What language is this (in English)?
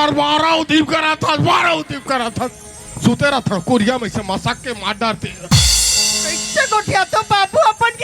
Chhattisgarhi